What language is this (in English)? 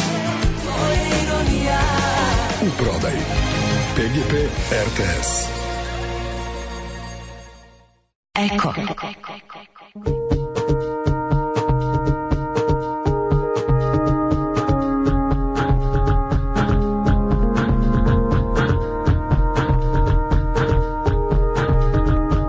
Serbian